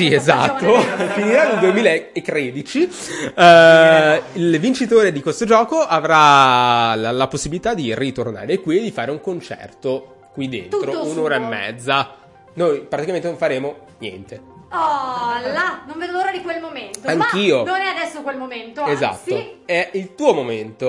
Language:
Italian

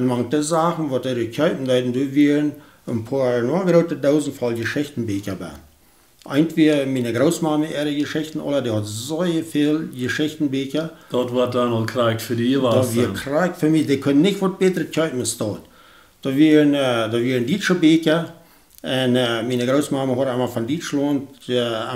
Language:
Plautdietsch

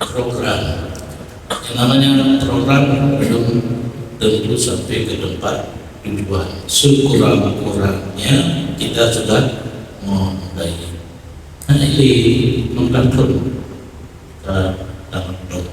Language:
Achinese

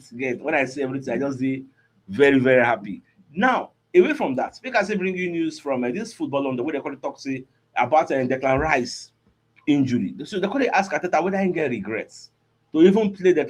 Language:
Nigerian Pidgin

